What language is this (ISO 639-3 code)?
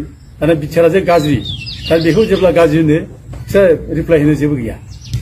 brx